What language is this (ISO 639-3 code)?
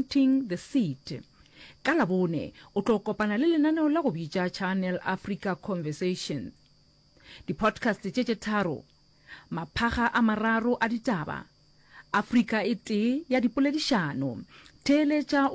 nso